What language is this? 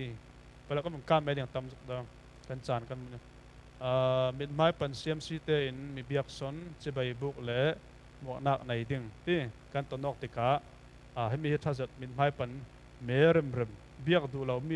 Falam Chin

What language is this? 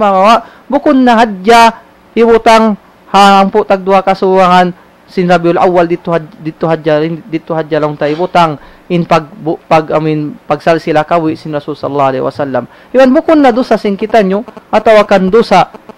Tausug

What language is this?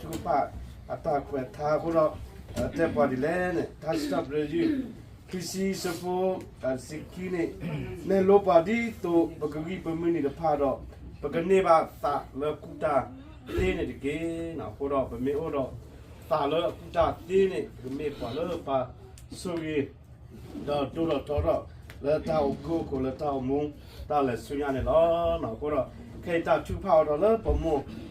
S'gaw Karen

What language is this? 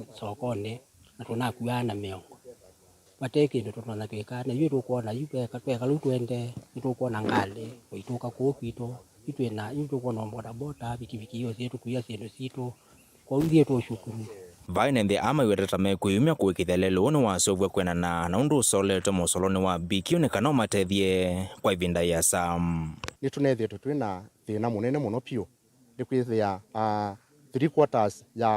Kamba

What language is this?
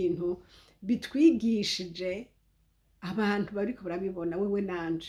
Rundi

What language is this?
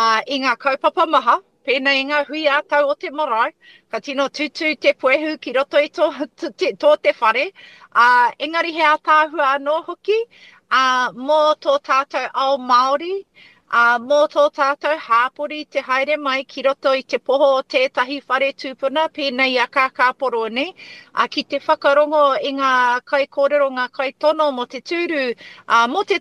Māori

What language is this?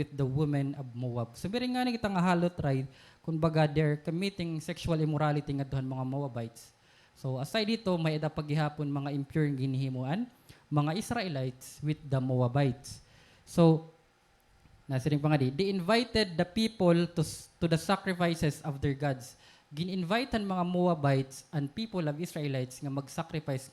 Waray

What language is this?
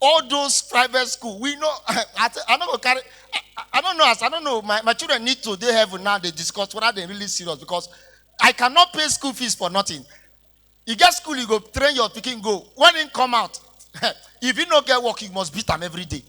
Nigerian Pidgin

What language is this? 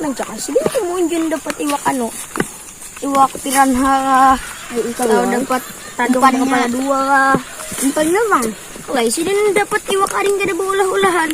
Banjar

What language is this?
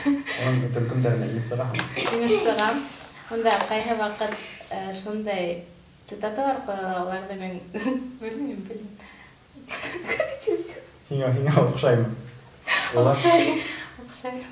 Bashkir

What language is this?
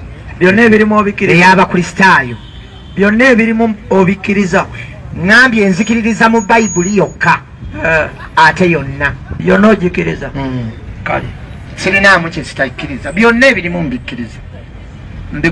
Ganda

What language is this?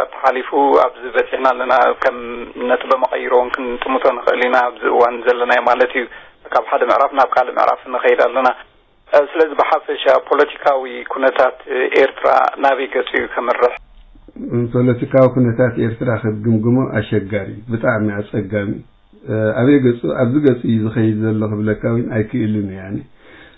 Tigrinya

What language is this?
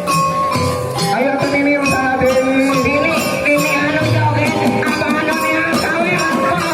Sundanese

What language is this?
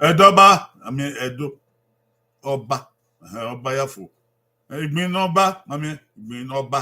Bini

